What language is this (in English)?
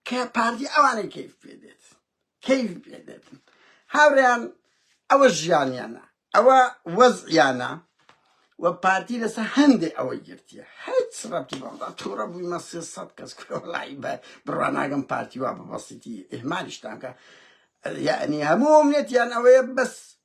Central Kurdish